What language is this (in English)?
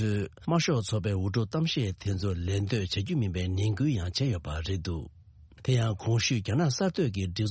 Tibetan